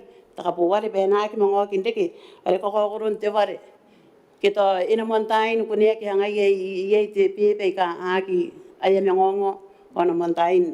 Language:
Gilbertese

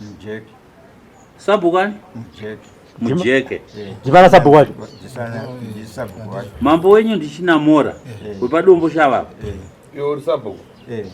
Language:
Shona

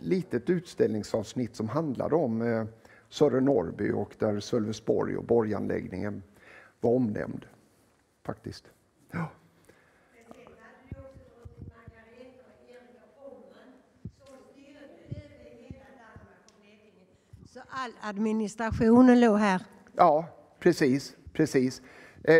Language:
Swedish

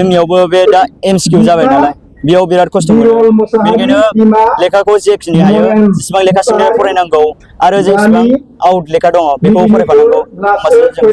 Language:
Bodo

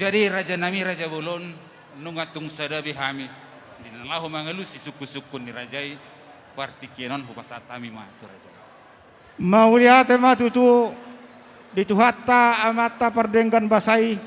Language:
Batak Toba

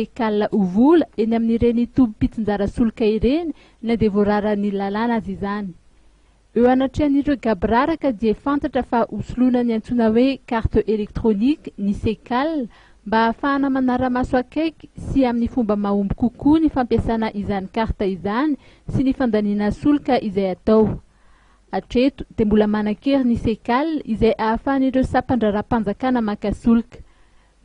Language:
Malagasy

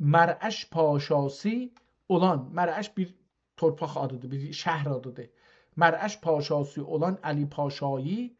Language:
South Azerbaijani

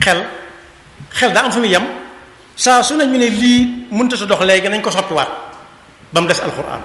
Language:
Wolof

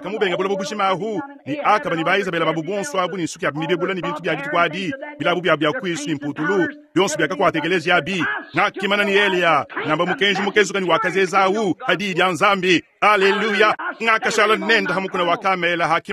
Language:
Luba-Lulua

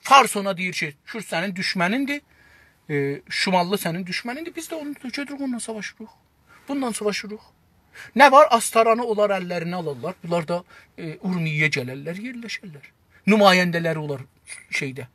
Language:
South Azerbaijani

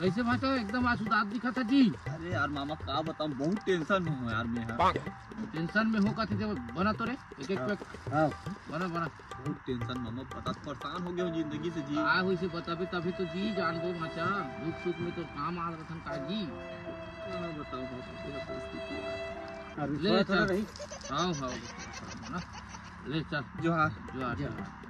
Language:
Chhattisgarhi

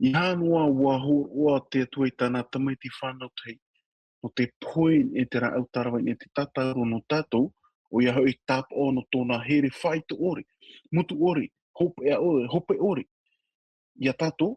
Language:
Tahitian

